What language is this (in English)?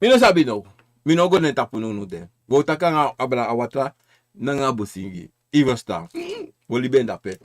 Sranan Tongo